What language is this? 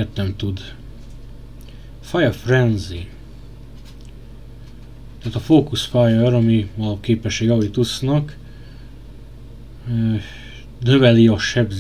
Hungarian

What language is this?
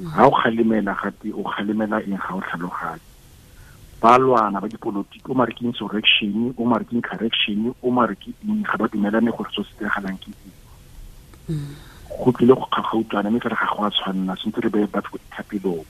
Tswana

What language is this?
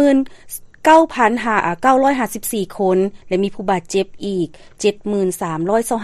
Lao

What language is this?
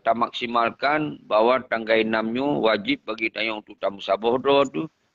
Achinese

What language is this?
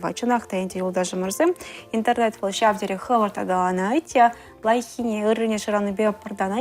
Chuvash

